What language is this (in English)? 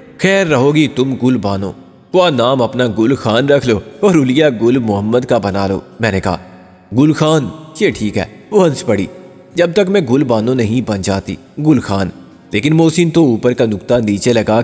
Urdu